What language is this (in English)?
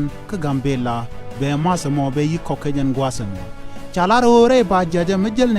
Nuer